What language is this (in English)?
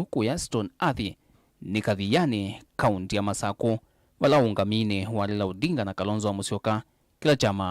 Kamba